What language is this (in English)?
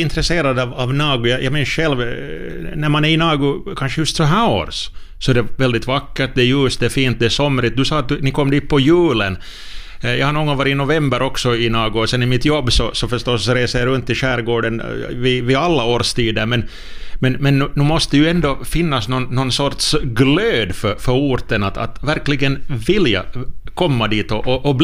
Swedish